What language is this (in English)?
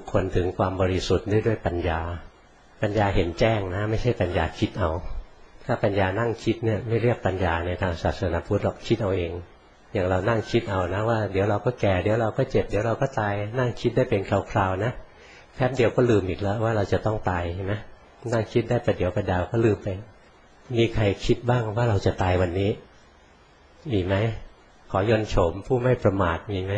Thai